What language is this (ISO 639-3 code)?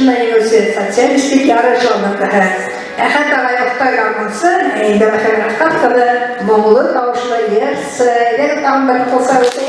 bak